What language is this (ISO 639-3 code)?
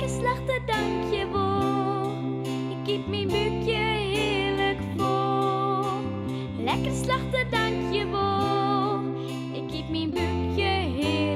fry